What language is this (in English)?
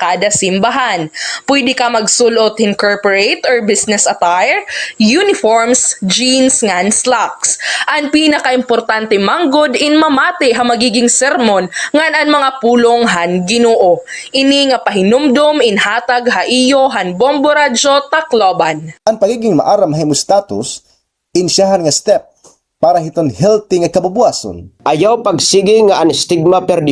Waray